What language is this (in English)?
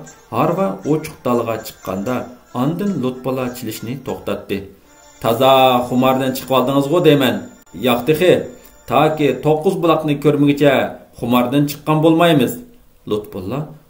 Uyghur